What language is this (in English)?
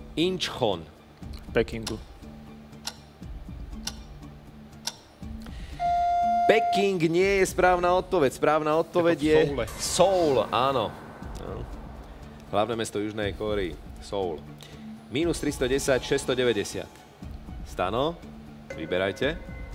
Slovak